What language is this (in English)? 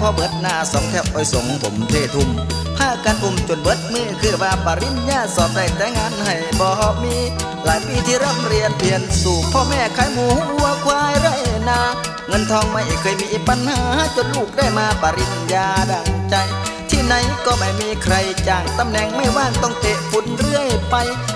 Thai